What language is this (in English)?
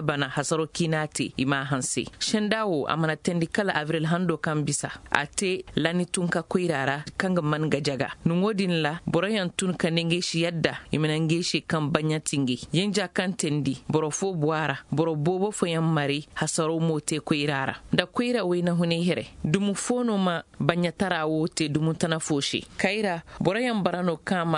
Zarma